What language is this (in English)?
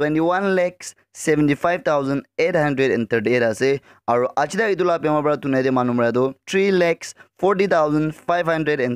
Naga Pidgin